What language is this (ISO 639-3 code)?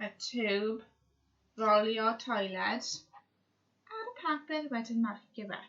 cym